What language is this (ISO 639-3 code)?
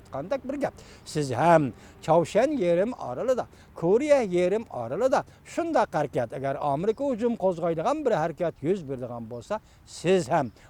uig